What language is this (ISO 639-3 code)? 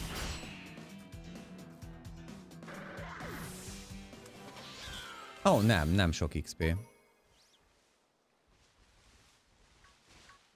hun